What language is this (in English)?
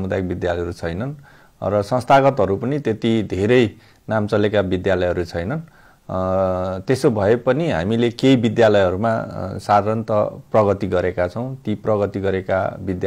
Nepali